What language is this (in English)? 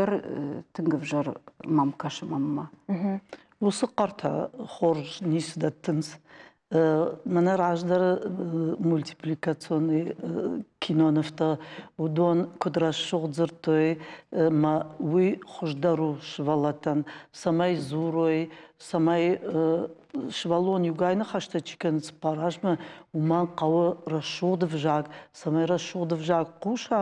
Ossetic